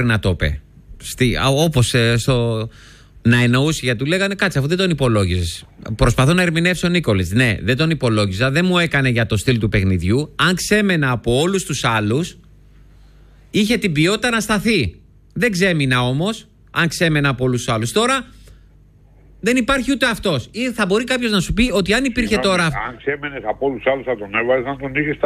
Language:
Greek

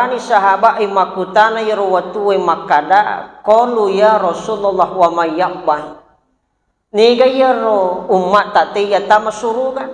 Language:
Buginese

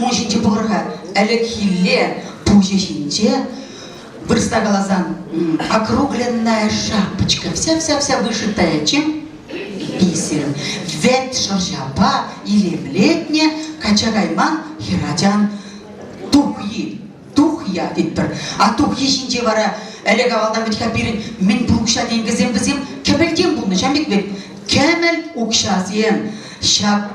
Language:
Chuvash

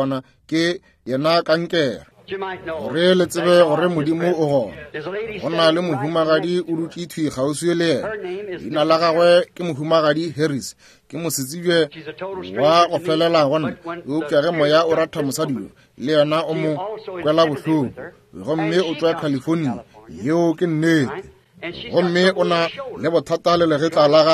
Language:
Northern Sotho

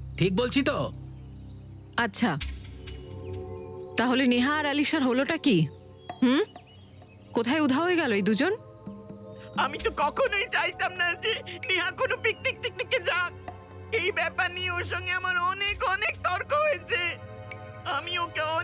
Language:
Bangla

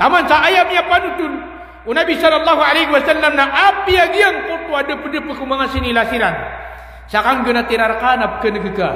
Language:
Maranao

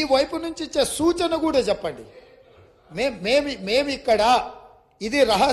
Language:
Telugu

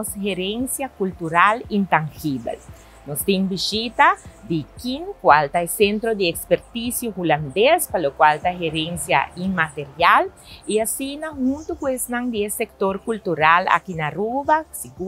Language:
Papiamento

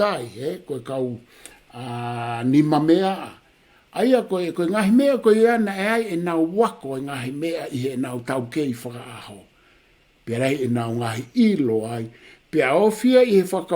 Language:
Tongan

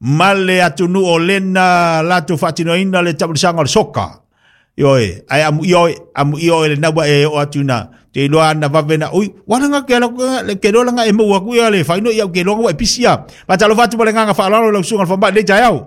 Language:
Samoan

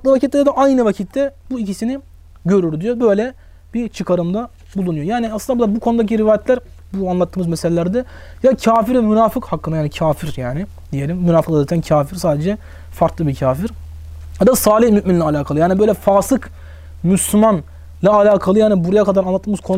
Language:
Turkish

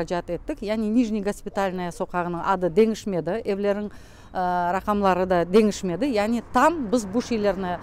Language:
Crimean Tatar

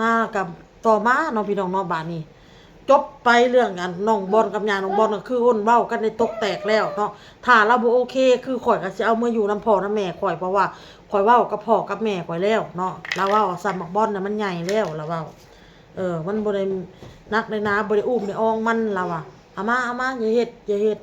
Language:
Northeastern Thai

